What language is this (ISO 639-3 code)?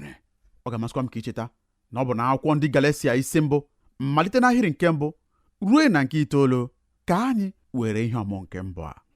ibo